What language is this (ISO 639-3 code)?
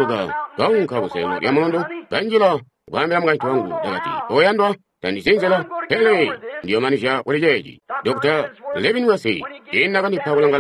toi